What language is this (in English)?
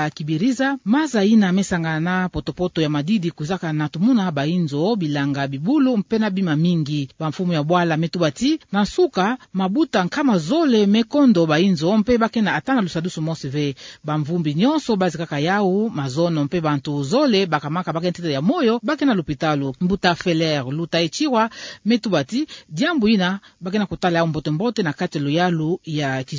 Kituba (Democratic Republic of Congo)